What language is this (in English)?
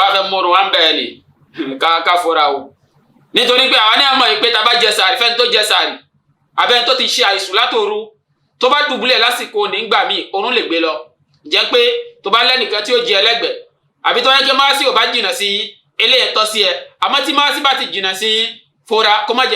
Yoruba